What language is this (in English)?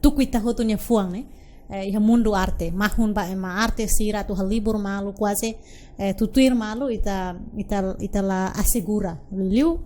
Tetum